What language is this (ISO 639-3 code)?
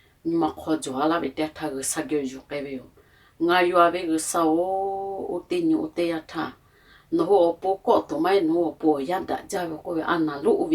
lhu